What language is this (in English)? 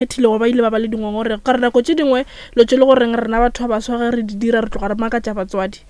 Northern Sotho